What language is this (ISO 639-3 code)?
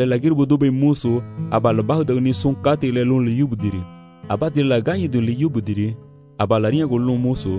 cab